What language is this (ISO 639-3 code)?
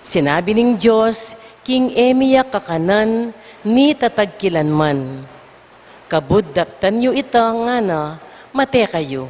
pam